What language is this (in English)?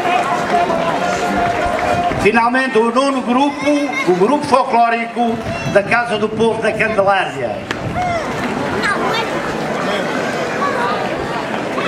Portuguese